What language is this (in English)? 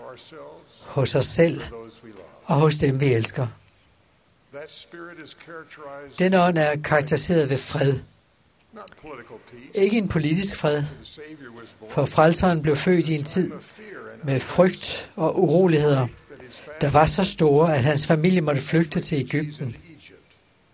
Danish